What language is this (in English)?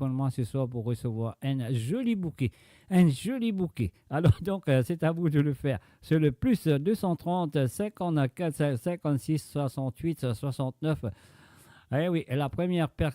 Morisyen